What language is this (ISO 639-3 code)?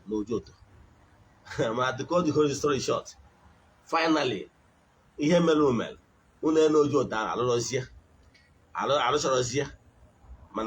ibo